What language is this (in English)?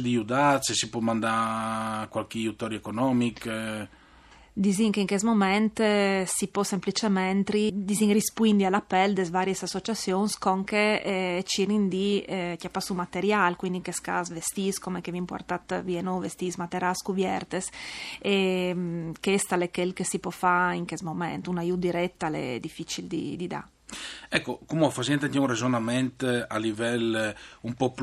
Friulian